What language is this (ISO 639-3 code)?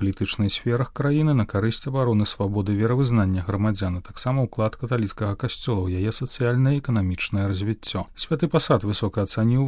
bel